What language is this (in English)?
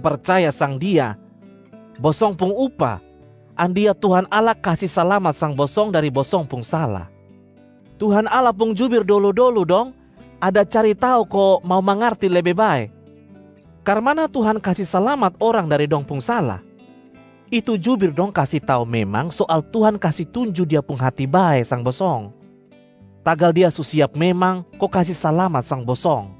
Kupang Malay